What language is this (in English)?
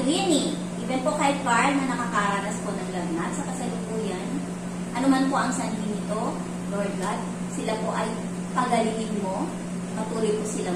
Filipino